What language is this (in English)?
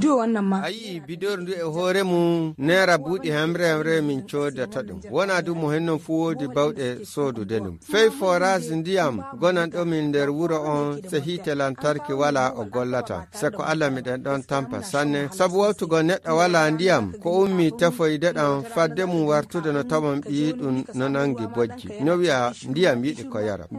Nigerian Fulfulde